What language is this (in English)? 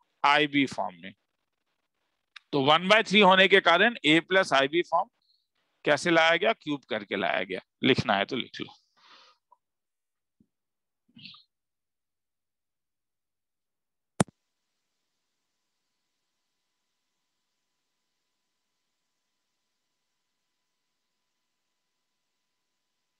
Hindi